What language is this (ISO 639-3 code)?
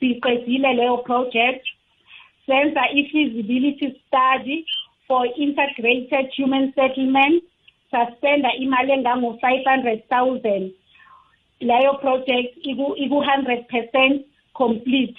nbl